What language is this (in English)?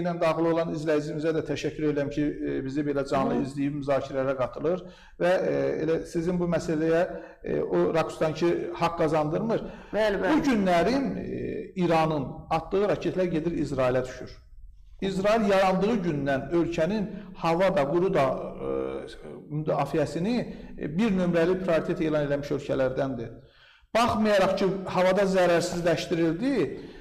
Azerbaijani